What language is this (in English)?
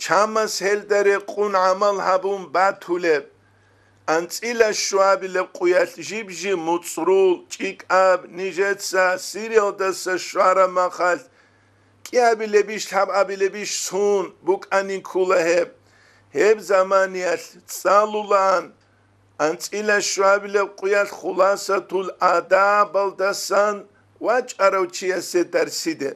Avaric